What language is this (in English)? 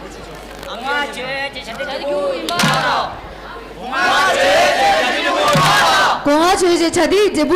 Tibetan